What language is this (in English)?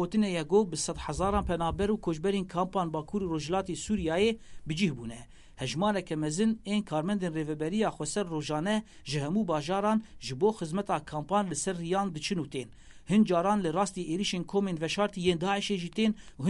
Kurdish